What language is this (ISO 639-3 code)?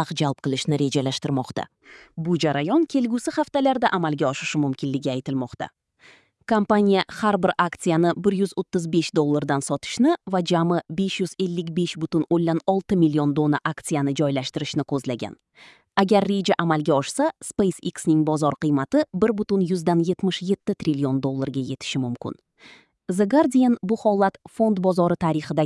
uzb